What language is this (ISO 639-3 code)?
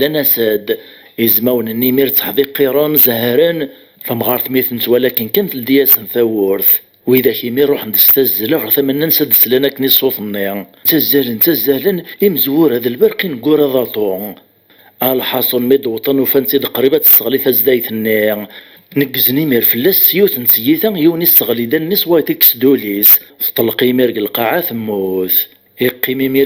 kab